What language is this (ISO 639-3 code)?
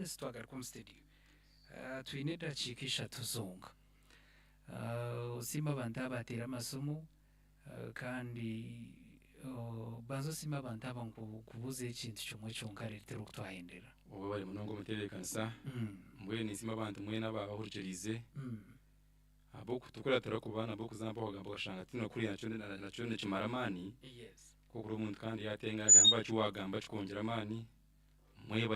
nyn